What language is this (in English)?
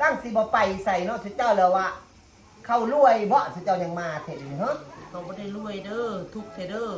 Northeastern Thai